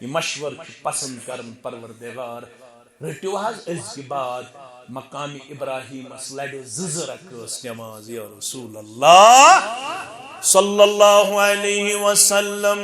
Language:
Kashmiri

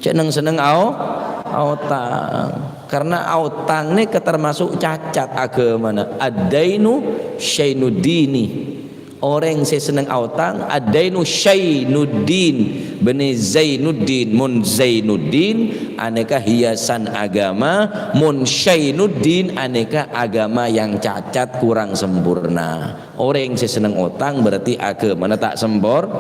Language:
Madurese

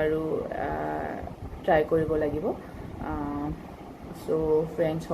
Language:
Assamese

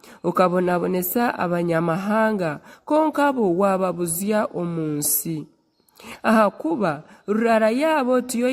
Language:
Nyankole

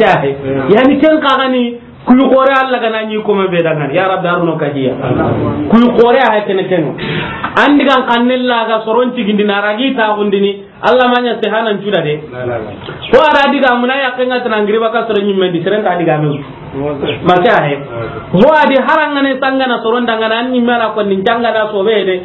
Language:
Soninke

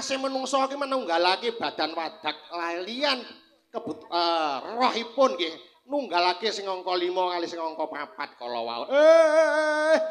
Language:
Javanese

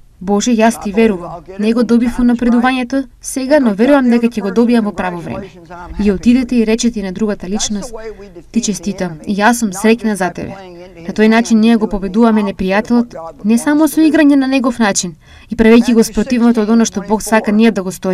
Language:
Macedonian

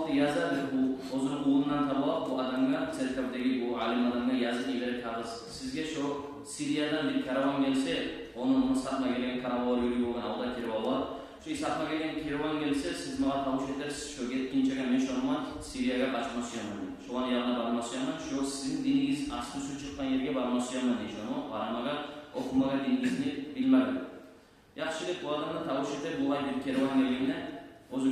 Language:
Kumyk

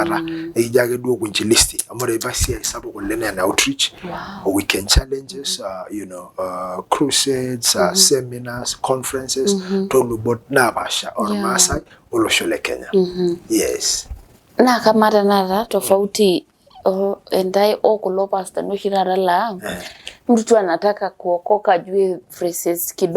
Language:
Masai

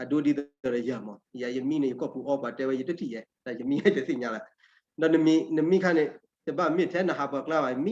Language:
S'gaw Karen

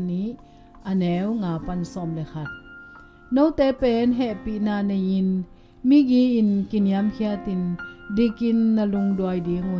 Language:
Tedim Chin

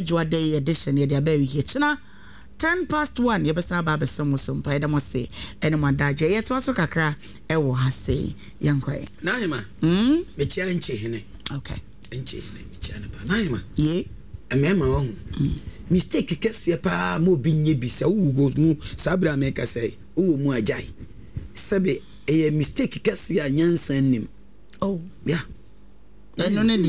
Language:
Akan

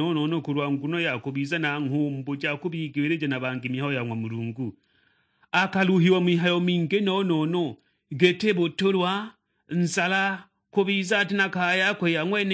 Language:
Sukuma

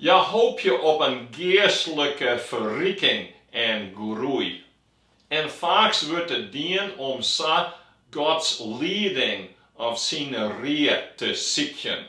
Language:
Western Frisian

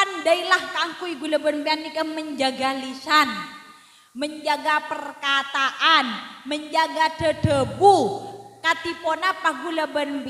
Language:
Madurese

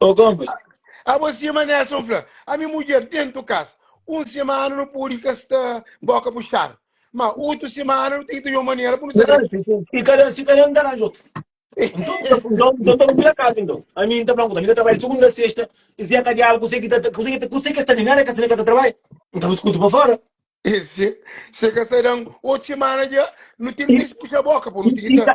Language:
Kabuverdianu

